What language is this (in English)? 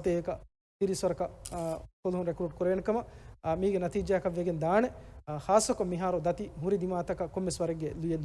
Divehi